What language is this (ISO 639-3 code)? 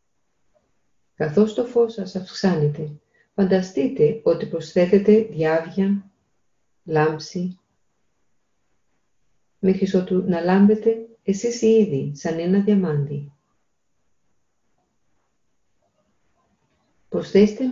ell